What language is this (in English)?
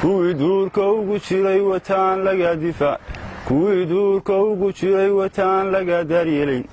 Somali